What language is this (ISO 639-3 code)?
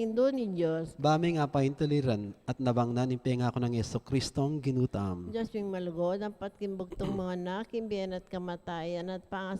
pam